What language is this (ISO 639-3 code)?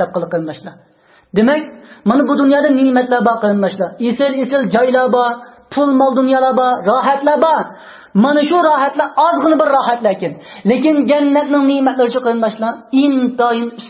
uig